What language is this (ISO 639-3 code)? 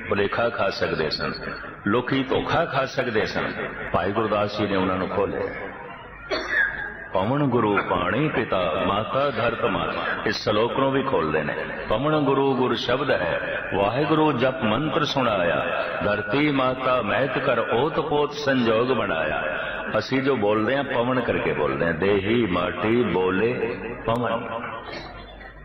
pan